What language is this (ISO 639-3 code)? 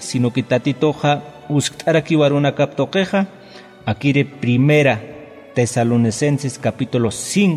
aym